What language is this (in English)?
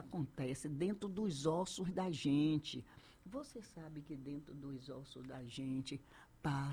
Portuguese